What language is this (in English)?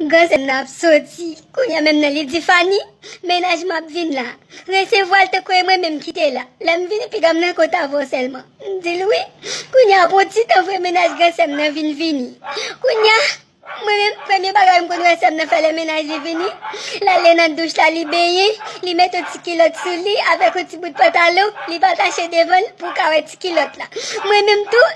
Haitian Creole